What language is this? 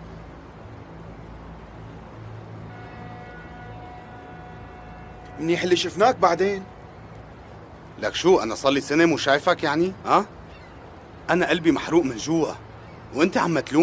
North Levantine Arabic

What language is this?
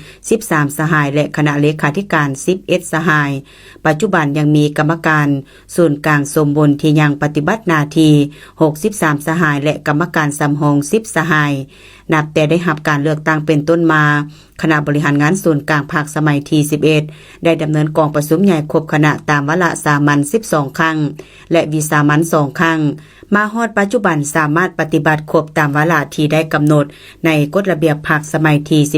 Lao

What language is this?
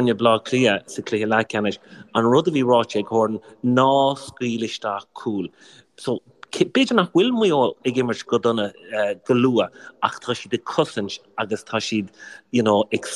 Irish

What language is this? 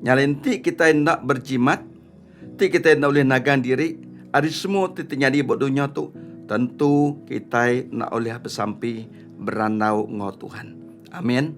Iban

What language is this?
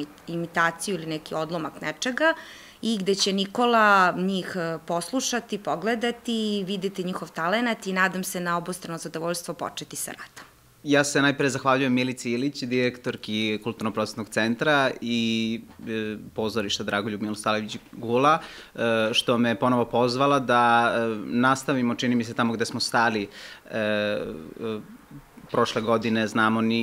Serbian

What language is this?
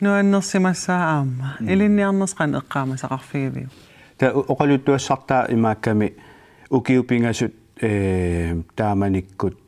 Kalaallisut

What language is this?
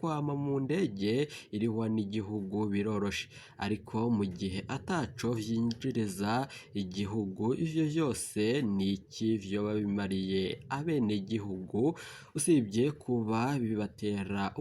Rundi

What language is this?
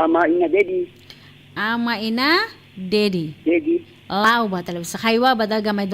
Nias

